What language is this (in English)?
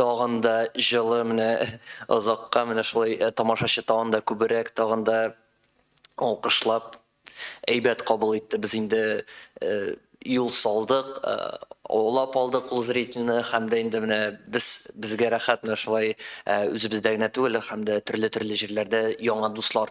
Tatar